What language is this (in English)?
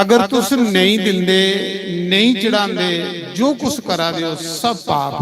Dogri